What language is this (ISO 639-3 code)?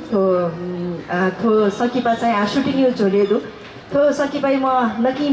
new